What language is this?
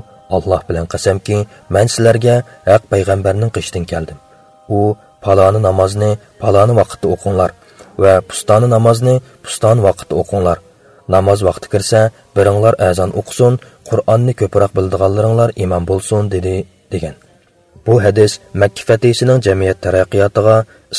Uyghur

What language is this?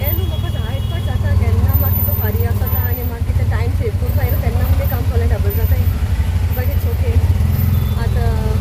Konkani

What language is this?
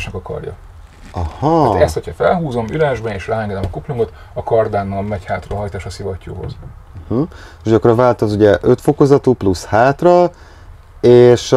Hungarian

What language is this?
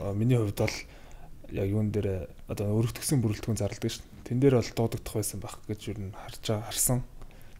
Mongolian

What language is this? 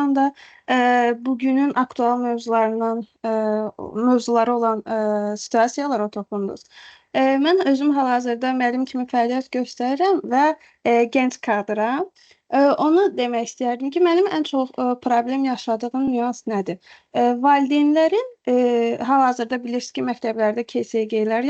Azerbaijani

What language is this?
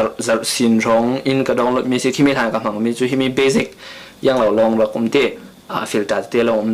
Falam Chin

